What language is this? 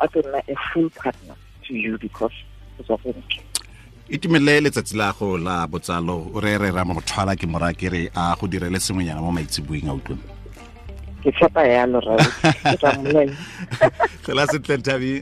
Tswana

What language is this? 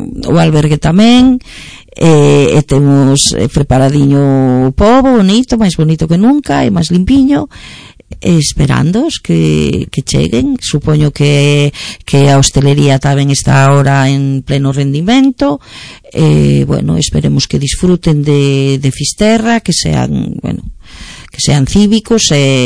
Galician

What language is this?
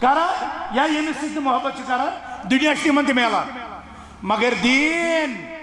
Kashmiri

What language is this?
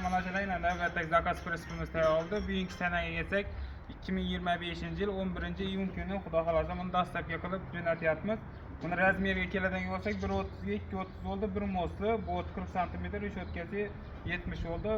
Uzbek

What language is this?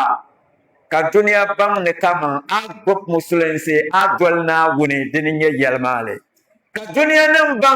Dagbani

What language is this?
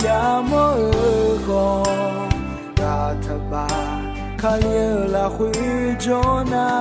Akha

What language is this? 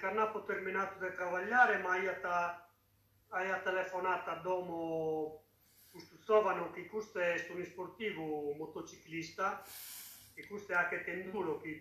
Sardinian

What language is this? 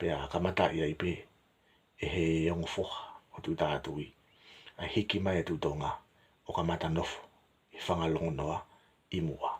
Tongan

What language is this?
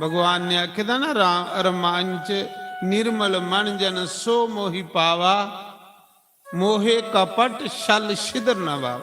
Dogri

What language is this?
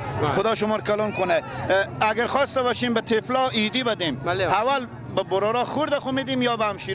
Persian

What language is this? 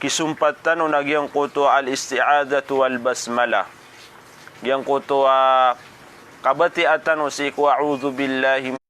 Maranao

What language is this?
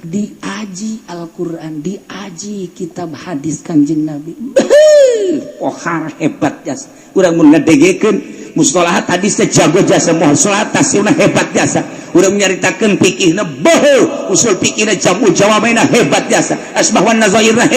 Sundanese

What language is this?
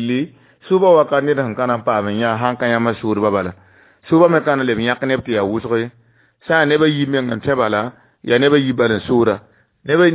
Mossi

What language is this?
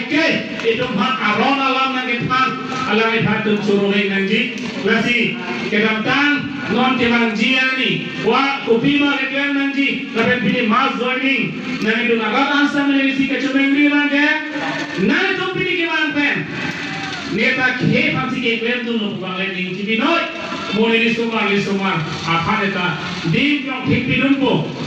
Karbi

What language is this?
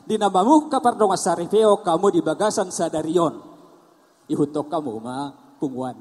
Batak Toba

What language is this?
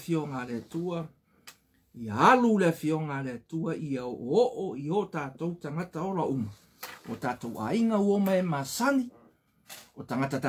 Samoan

